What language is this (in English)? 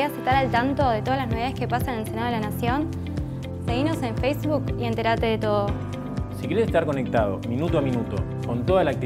Spanish